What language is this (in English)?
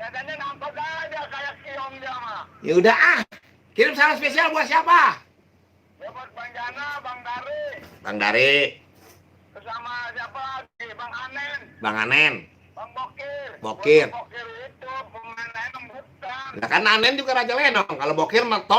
Betawi